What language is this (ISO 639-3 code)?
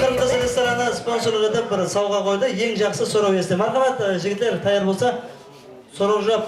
kaa